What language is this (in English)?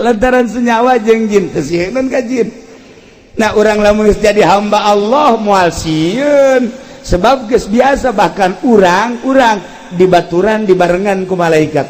Sundanese